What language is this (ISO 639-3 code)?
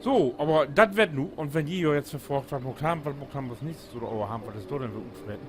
nds